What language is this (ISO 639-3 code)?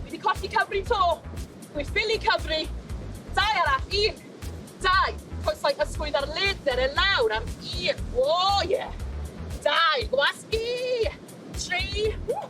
cym